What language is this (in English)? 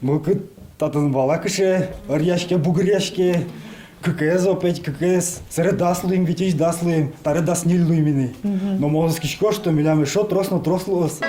Udmurt